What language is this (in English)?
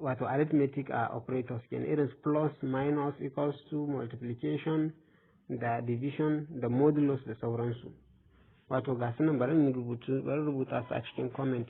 Hausa